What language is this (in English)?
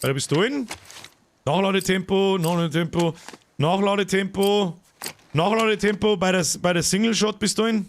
Bavarian